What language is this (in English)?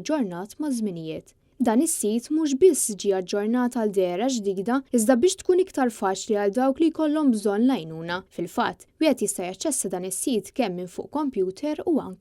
Maltese